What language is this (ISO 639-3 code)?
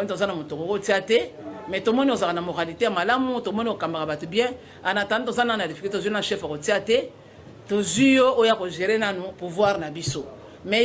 lin